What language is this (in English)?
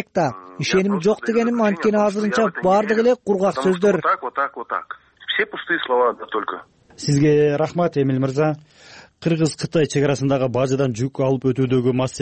Kyrgyz